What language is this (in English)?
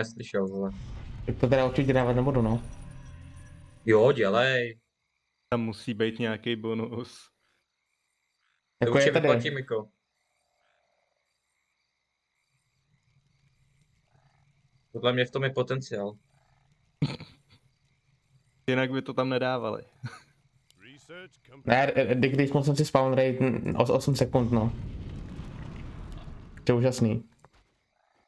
Czech